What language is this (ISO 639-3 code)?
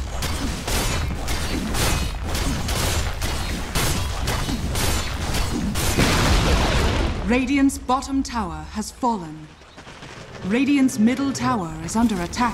eng